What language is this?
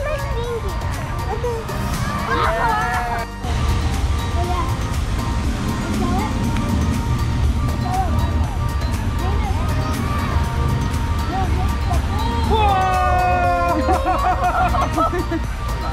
Filipino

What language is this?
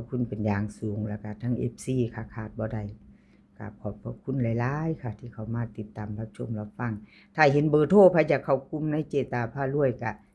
Northeastern Thai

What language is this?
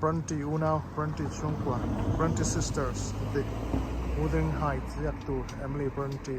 Mizo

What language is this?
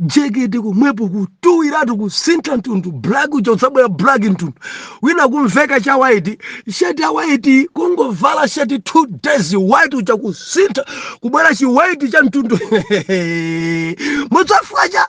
Nyanja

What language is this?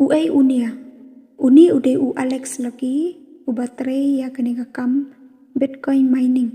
Khasi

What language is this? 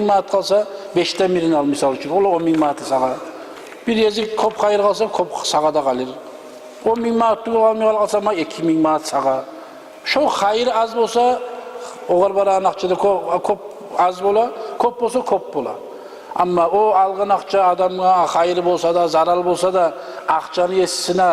Kumyk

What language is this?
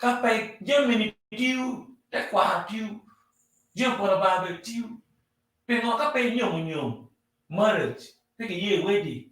Acoli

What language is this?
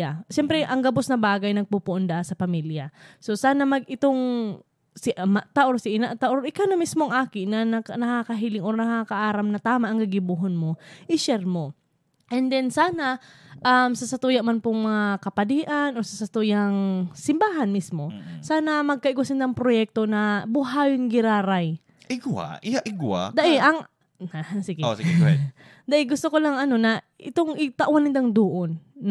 Bikol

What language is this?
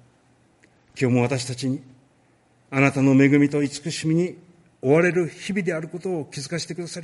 Japanese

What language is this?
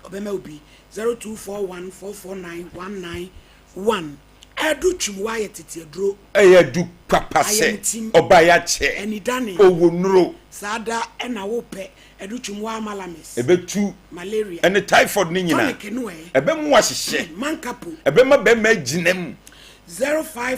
Akan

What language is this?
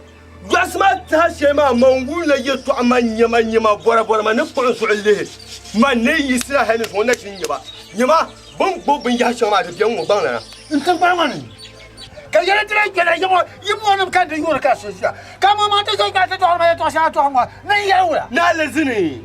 Dagbani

